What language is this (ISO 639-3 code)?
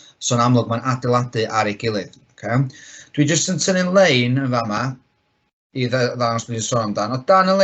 cym